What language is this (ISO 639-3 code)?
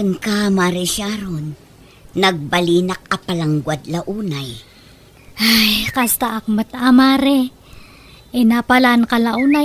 ilo